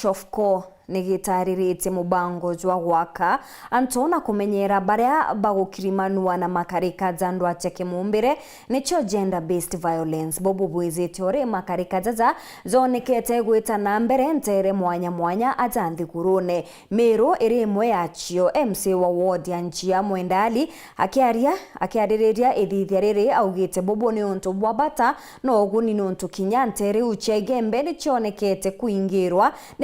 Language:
Meru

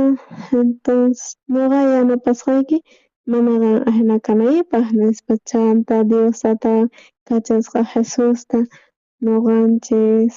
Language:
South Bolivian Quechua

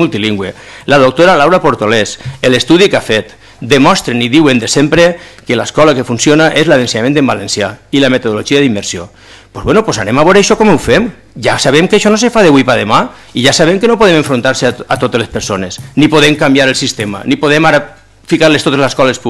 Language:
Catalan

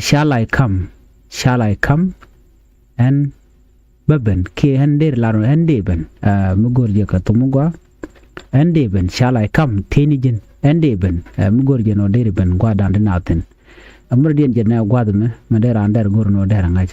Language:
Nuer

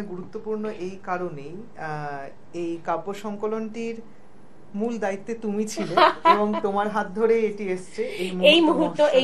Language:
Bangla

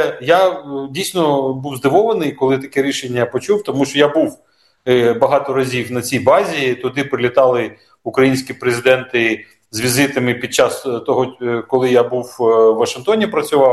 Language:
Ukrainian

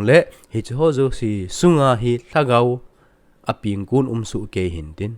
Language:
Thado Chin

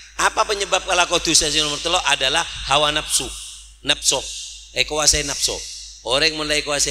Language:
Madurese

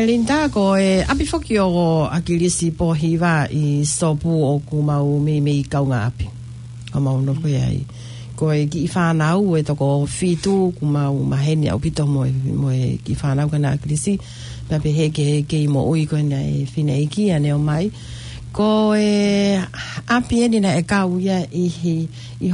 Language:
Tongan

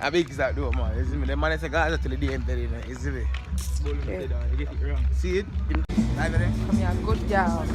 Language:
Jamaican Creole English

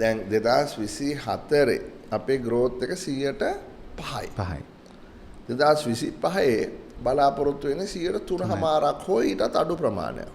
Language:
Sinhala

